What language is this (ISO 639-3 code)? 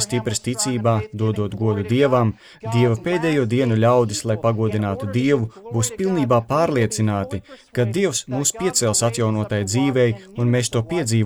lav